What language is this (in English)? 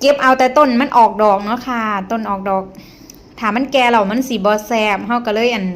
Northeastern Thai